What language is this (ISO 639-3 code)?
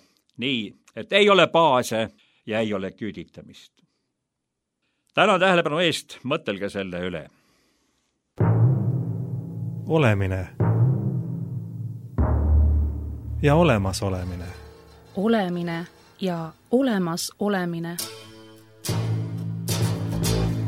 est